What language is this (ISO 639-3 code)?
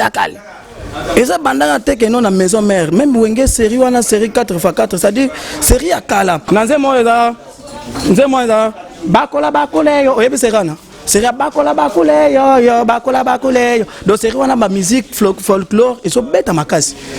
lin